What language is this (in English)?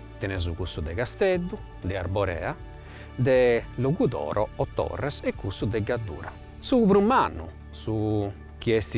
Sardinian